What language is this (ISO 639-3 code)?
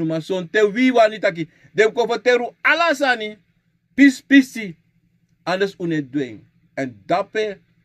srn